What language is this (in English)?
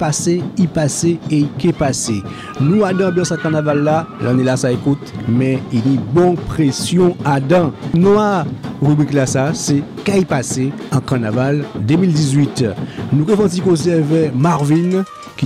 Guadeloupean Creole French